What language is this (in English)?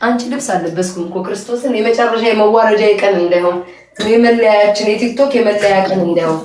Amharic